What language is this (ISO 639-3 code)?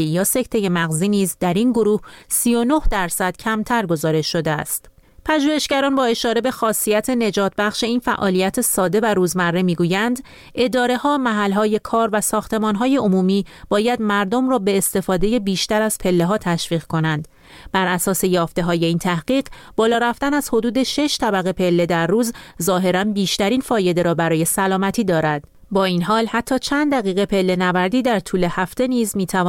fas